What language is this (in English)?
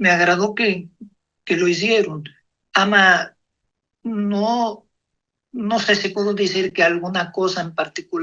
Ladino